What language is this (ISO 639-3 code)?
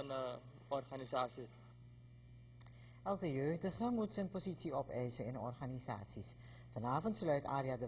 nld